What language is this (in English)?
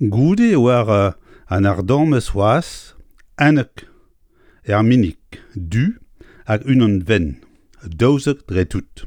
Breton